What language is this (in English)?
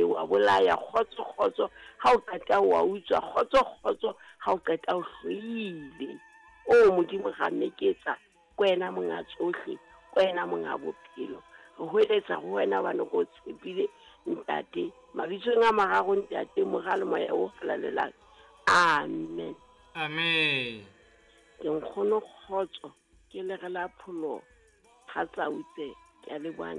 Southern Sotho